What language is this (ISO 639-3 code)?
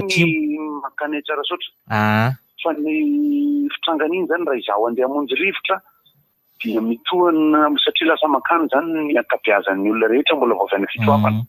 mlg